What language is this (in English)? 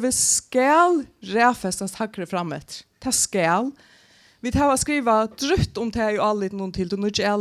Faroese